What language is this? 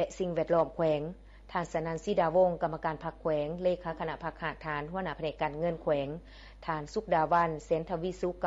Lao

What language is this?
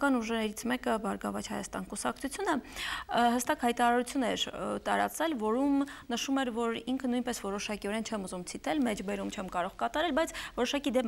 Armenian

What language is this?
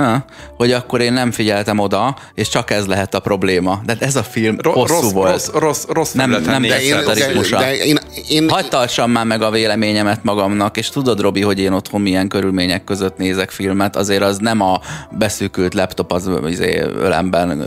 Hungarian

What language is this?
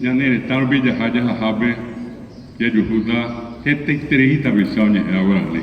Guarani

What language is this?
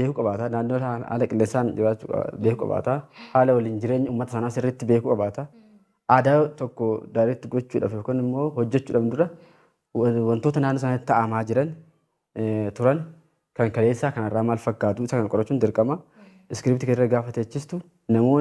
Oromo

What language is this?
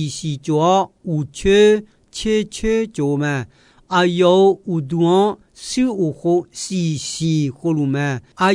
Akha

